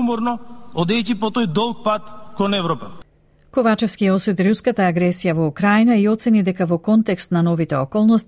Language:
Macedonian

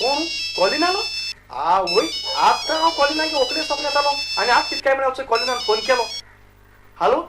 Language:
Konkani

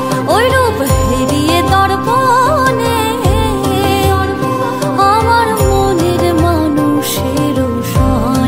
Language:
Bangla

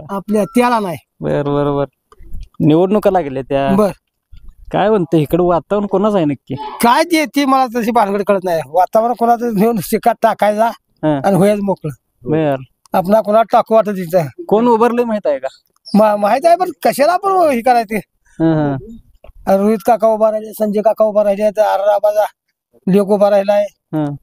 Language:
Marathi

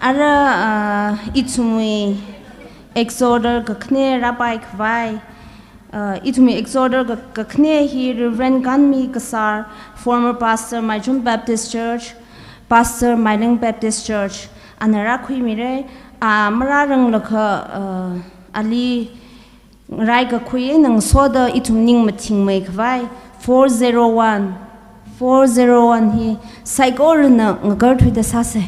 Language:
Tangkhul Naga (India)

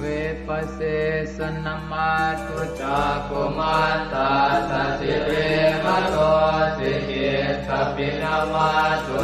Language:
Pali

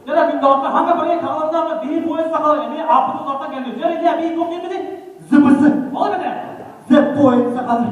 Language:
Yakut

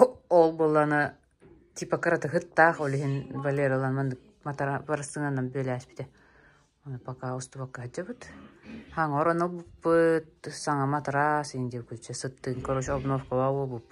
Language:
Yakut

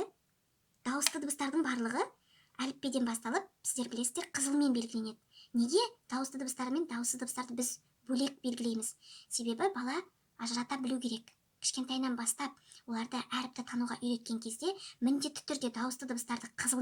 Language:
Kazakh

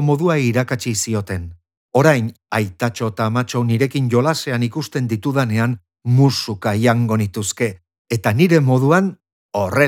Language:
Basque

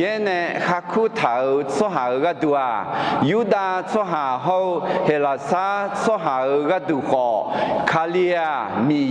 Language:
Akha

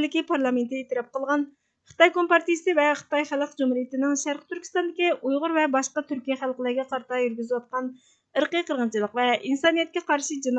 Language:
Uyghur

